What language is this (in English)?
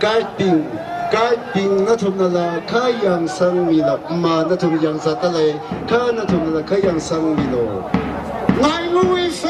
Tangkhul Naga (India)